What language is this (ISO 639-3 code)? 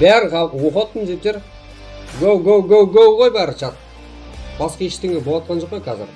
kaa